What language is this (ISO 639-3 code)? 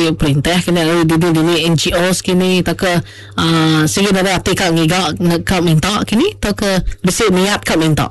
iba